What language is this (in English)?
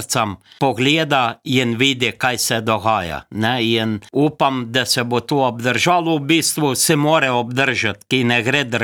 Slovenian